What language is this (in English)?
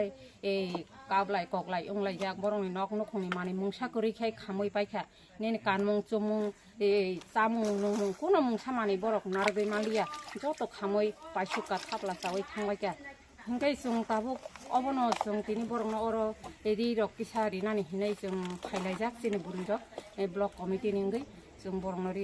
Kok Borok